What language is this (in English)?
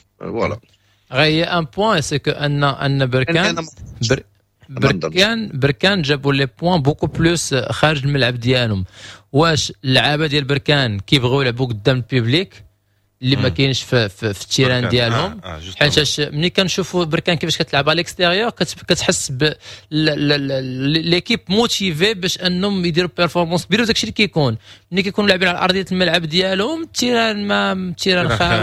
Moroccan Arabic